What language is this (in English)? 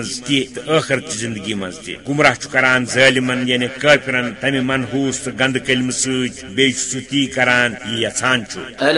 Kashmiri